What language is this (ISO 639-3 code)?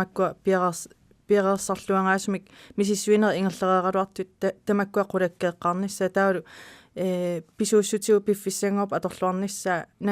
kal